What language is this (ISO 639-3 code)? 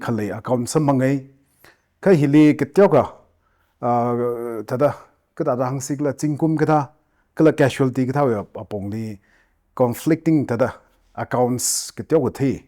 nmf